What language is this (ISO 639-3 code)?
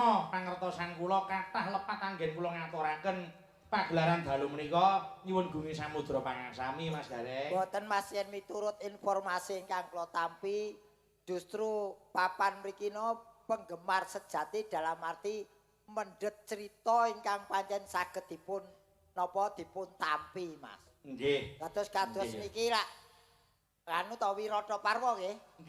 jav